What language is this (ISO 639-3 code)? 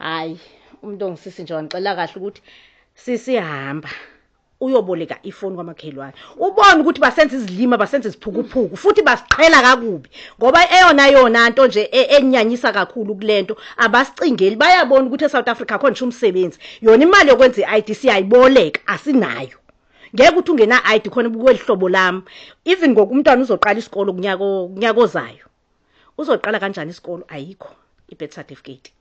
zul